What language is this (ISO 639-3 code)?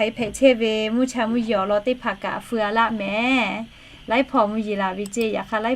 lhu